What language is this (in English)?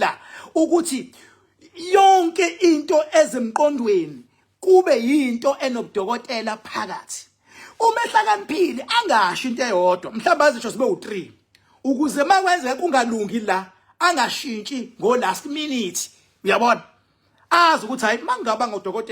Zulu